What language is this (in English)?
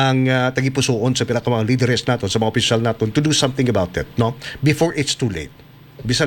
Hiligaynon